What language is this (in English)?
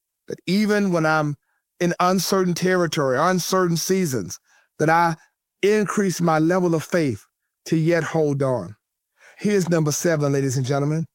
English